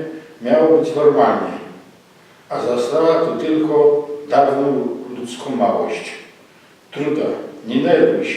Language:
Silesian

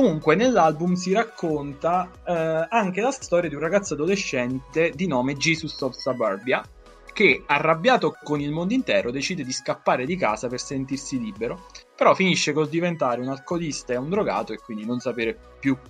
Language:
Italian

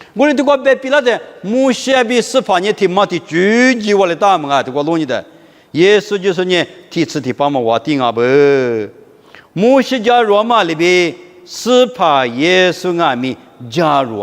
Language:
Lisu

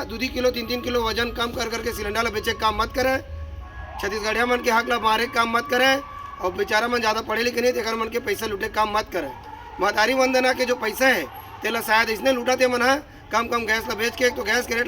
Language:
Chhattisgarhi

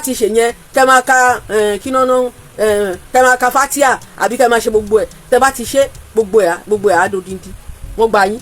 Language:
Yoruba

